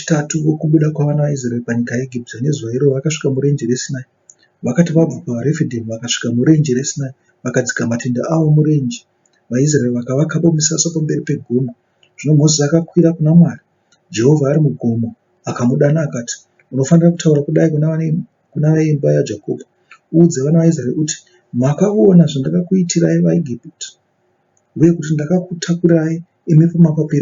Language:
Shona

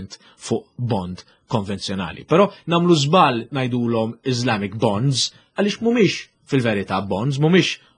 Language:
Maltese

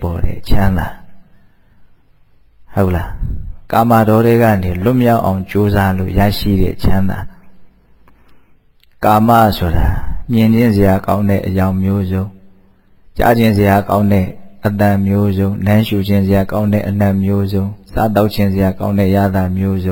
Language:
Burmese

